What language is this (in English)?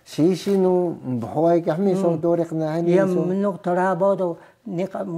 Taroko